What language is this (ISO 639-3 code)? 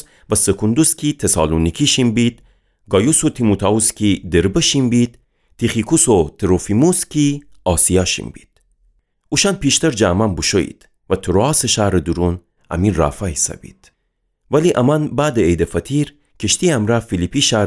glk